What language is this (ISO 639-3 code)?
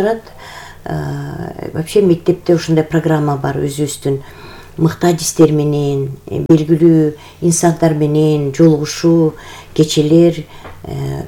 kir